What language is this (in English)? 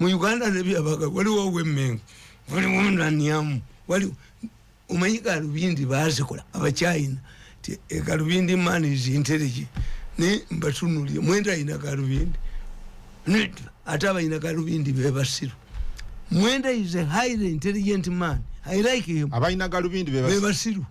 Ganda